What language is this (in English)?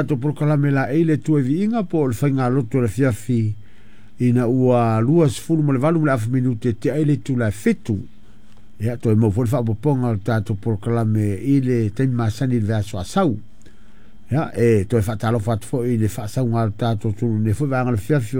Samoan